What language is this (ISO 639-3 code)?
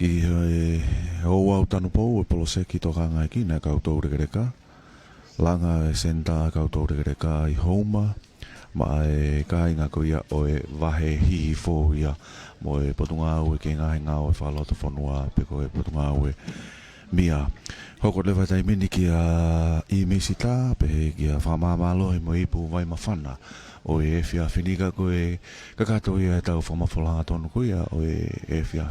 ton